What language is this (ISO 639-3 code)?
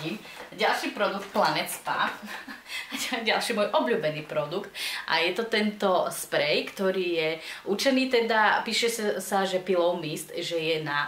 slk